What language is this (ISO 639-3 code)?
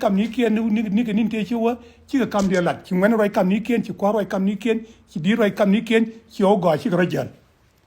nus